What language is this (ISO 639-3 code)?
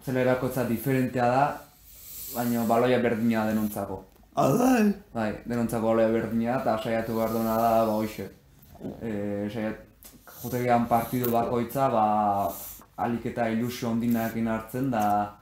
eus